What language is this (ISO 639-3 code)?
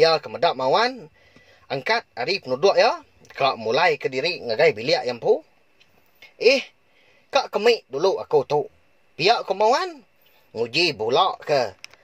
iba